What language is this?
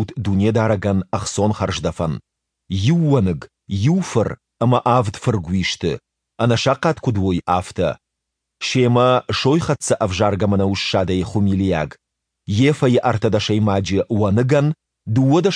Ossetic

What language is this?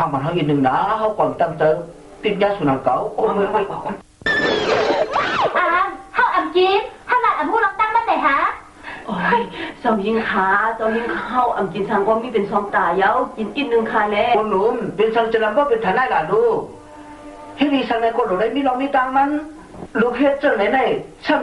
Shan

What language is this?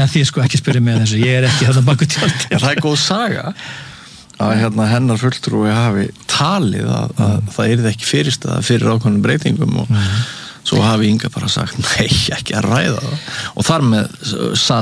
Icelandic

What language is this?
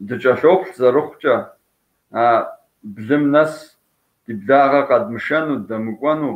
Kabardian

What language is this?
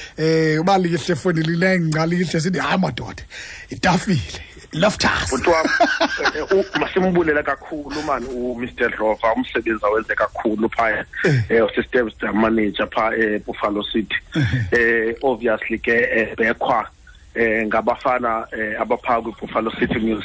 Xhosa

